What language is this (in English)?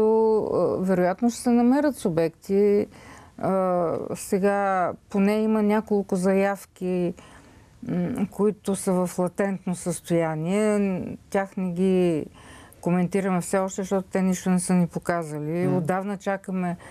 Bulgarian